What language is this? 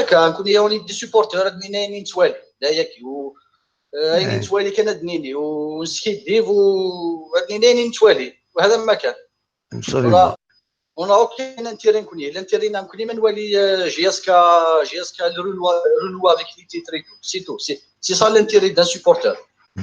Kabyle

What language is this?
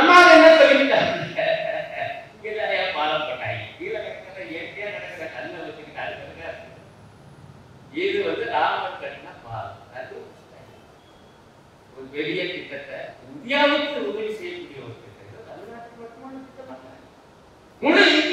Tamil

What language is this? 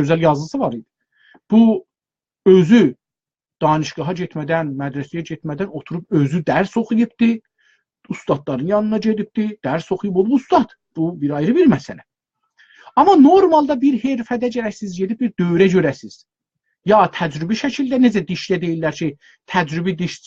South Azerbaijani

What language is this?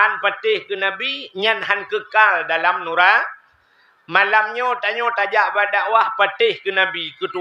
Achinese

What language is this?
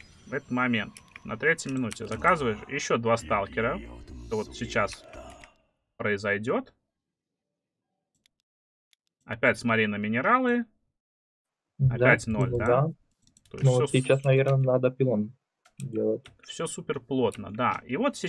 Russian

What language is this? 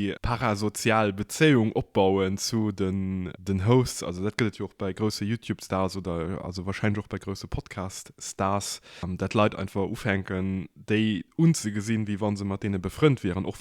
Luxembourgish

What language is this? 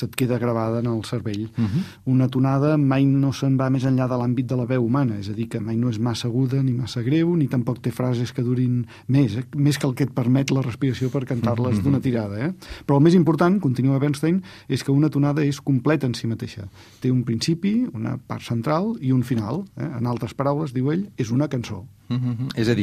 Catalan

